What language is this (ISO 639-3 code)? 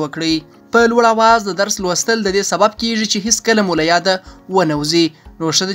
pus